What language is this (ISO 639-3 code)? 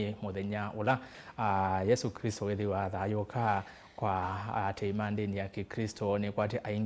kam